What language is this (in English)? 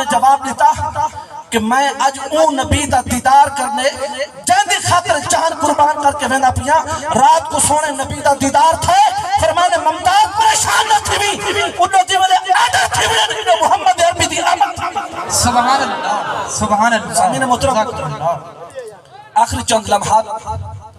Saraiki